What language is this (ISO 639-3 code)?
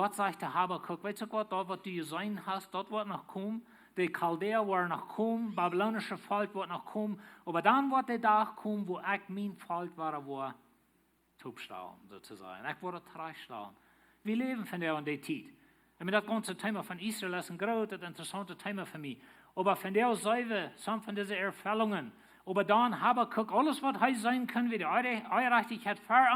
pdt